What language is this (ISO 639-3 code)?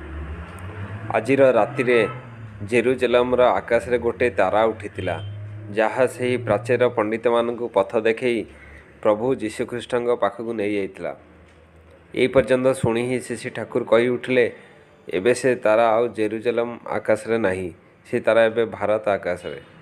ori